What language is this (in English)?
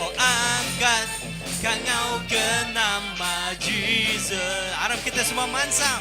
Iban